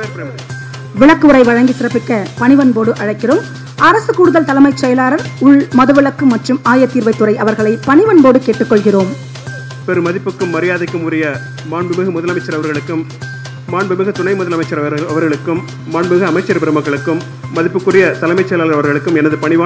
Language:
Tamil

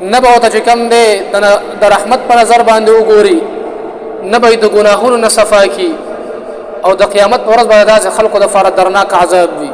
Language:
Pashto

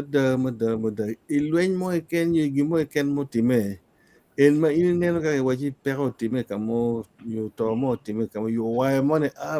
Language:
Acoli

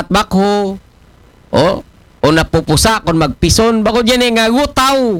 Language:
Aklanon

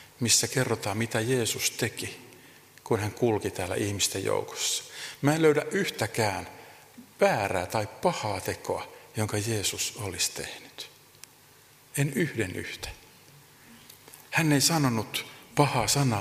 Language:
Finnish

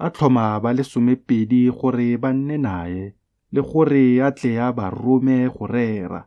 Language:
Tswana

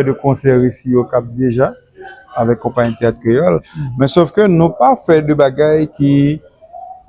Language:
Haitian Creole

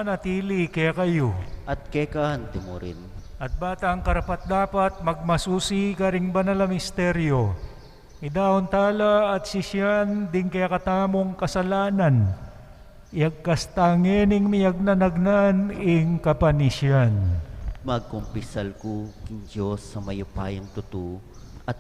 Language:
Pampanga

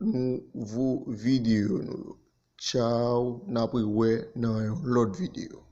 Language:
Haitian Creole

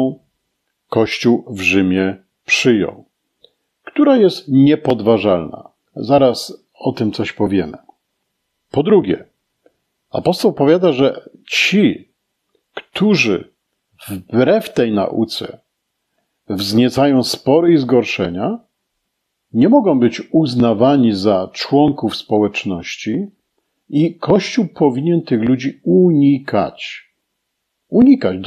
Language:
Polish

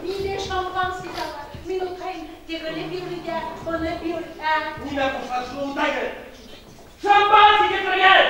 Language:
Bashkir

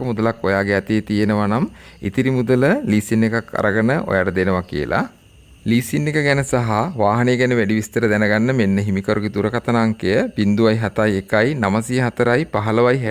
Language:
Sinhala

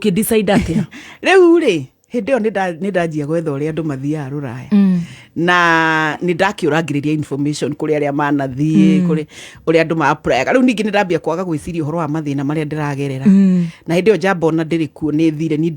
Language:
Kikuyu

